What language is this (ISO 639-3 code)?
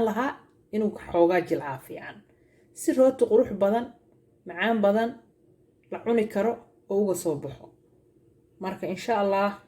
som